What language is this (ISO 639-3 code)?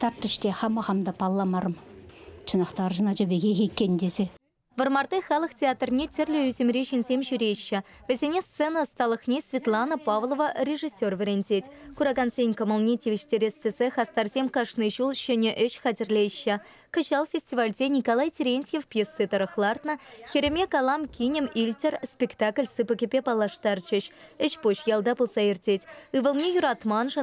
chv